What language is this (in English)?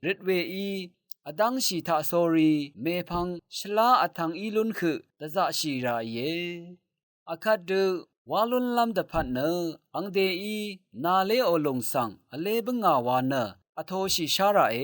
Rawang